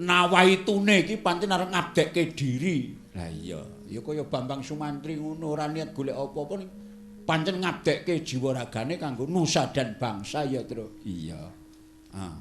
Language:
Javanese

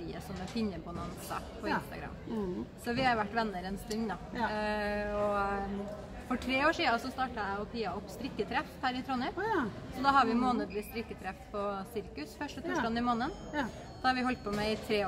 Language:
Norwegian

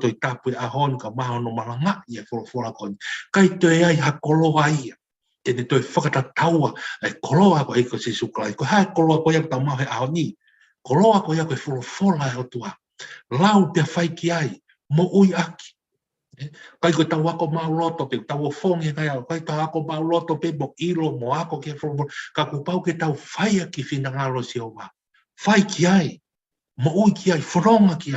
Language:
Tongan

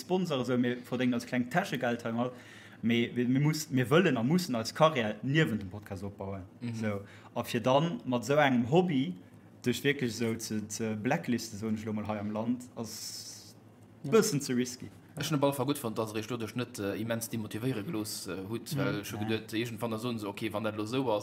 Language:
Luxembourgish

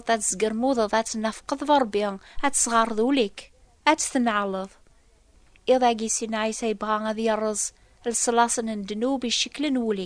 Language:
Kabyle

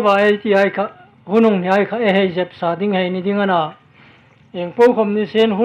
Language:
Hmar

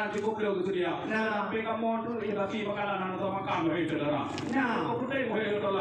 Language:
Achinese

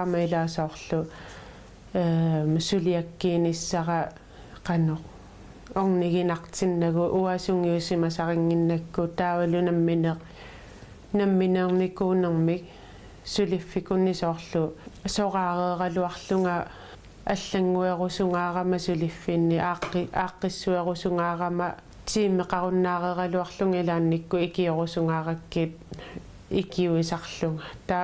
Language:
Kalaallisut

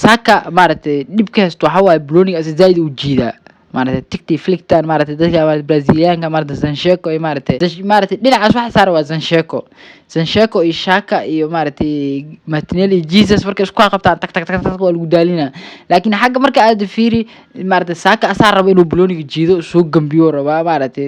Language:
Somali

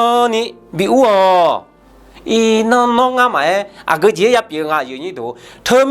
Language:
Akha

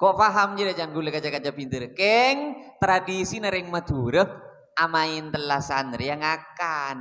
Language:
Madurese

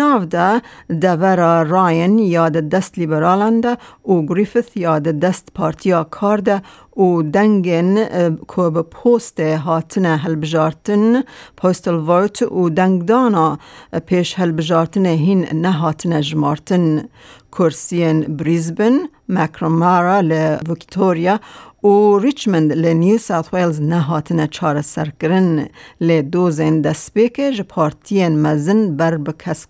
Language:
Kurdish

